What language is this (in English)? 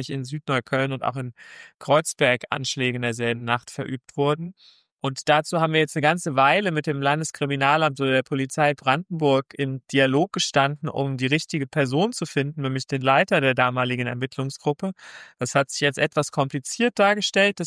German